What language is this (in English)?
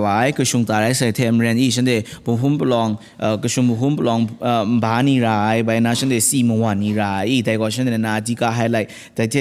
Kachin